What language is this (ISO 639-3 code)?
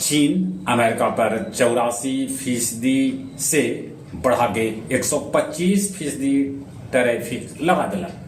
mag